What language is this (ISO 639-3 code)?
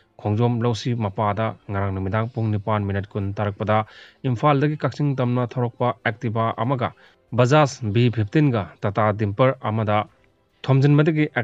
mni